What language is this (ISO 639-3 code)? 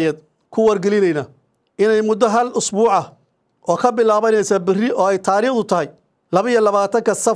som